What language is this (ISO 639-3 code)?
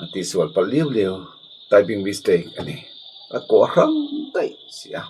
lus